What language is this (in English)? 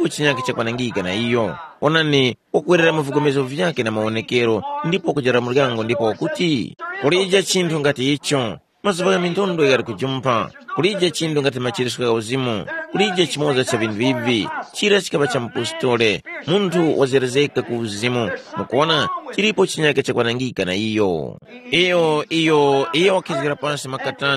Tumbuka